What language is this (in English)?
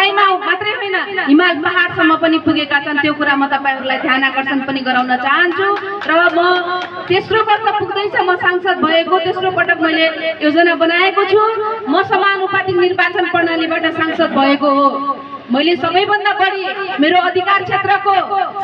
Nepali